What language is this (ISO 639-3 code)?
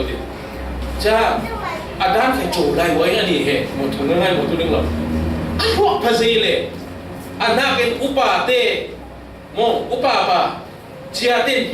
cfm